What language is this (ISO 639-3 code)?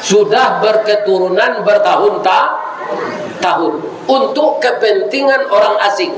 min